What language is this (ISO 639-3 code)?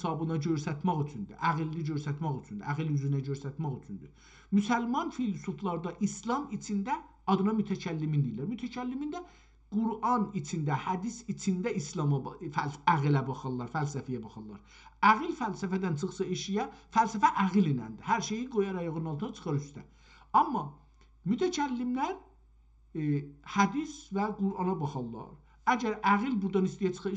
azb